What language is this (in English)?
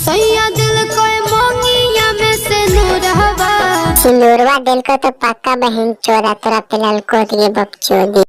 Magahi